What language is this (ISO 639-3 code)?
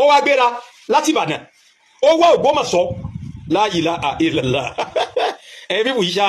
yor